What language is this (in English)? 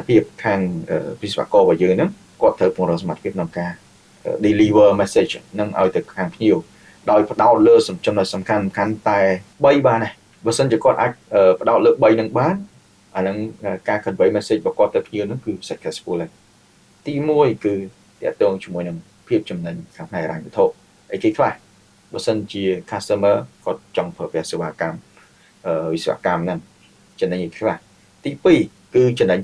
Khmer